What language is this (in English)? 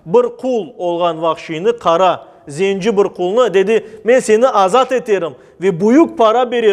Crimean Tatar